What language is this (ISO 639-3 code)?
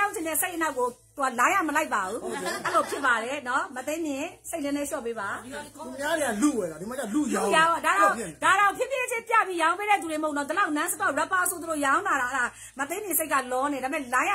mya